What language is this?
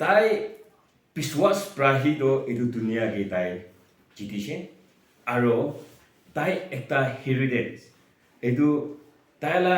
Naga Pidgin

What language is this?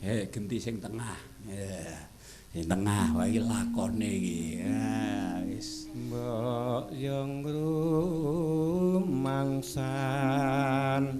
Javanese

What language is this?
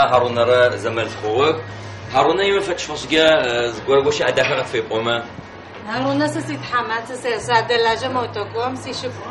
Adyghe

